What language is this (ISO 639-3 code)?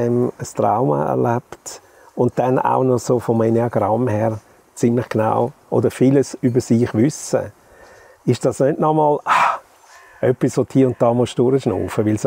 gsw